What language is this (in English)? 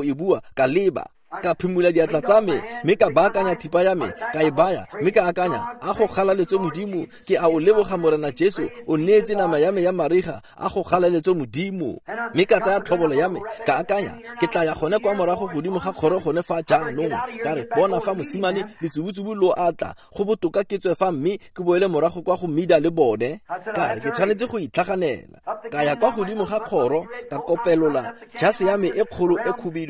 Tswana